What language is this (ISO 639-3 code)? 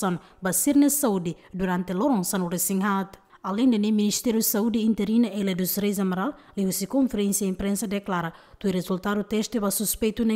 tet